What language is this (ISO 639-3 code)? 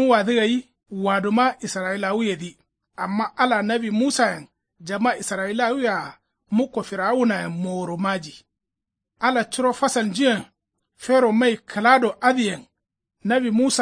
kau